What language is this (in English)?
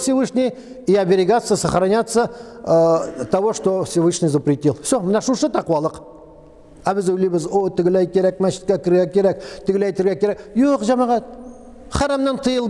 Tatar